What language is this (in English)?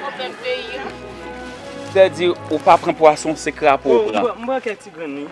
Haitian Creole